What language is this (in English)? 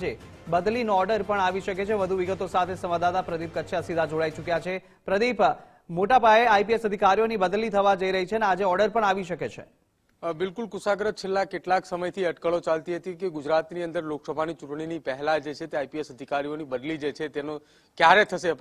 Gujarati